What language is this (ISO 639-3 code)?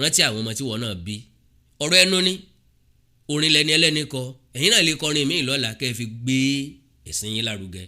yor